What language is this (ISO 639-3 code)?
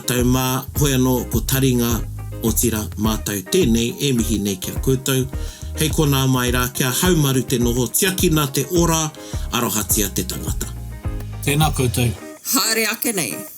mri